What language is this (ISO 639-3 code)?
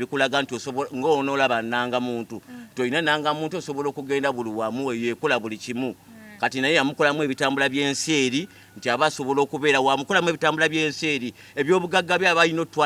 lug